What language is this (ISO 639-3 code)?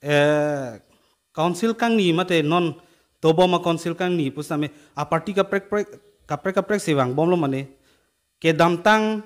mjw